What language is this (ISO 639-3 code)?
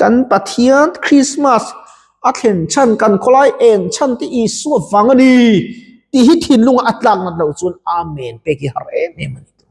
lus